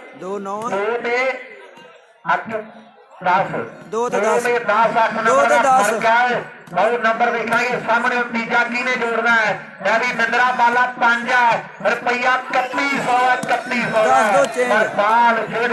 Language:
Punjabi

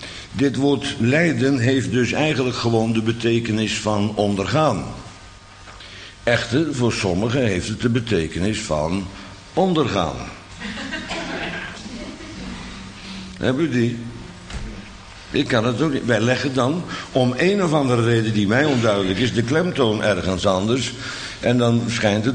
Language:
Dutch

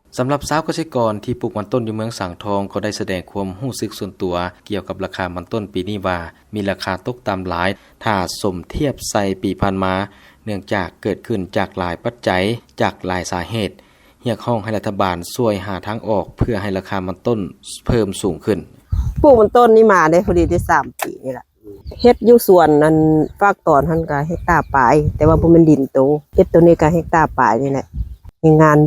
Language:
Lao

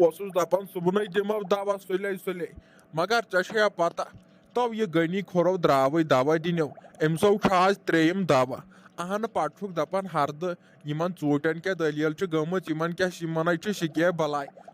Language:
Kashmiri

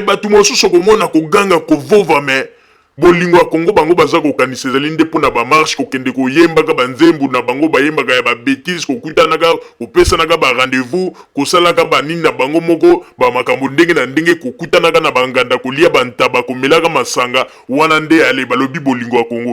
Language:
Lingala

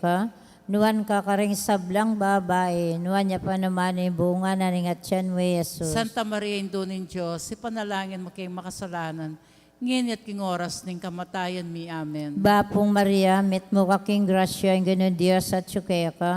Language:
Pampanga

